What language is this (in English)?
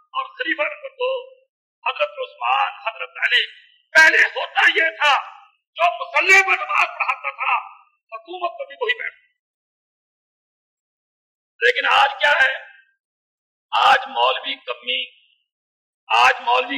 Urdu